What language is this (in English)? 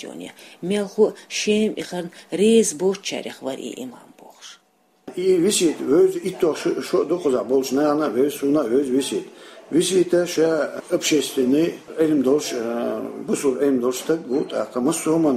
Chechen